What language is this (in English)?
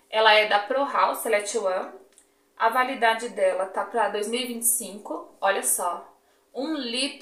Portuguese